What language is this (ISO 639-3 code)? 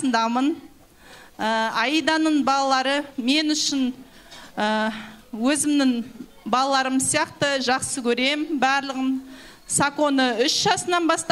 kaz